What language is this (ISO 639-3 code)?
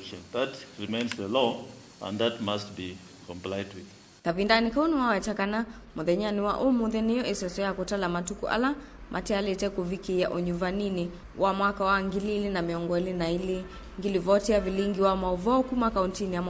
kam